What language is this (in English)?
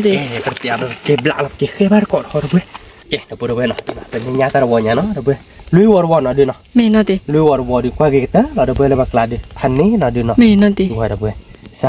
S'gaw Karen